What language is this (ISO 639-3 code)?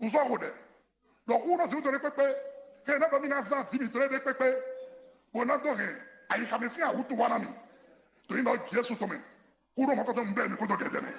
fon